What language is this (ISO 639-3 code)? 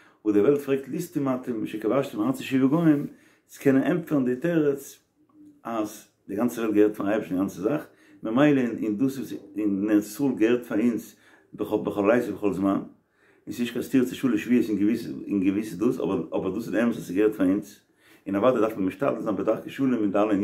yid